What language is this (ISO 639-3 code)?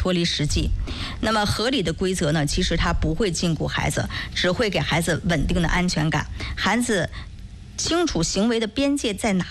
zho